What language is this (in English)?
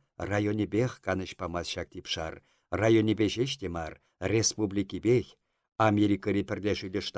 Chuvash